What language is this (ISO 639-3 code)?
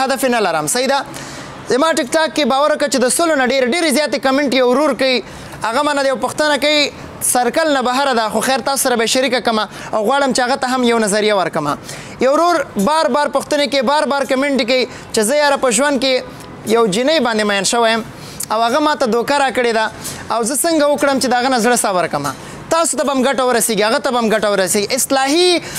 pus